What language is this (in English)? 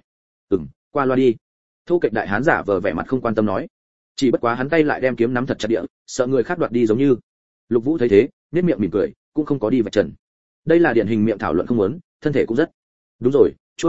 Vietnamese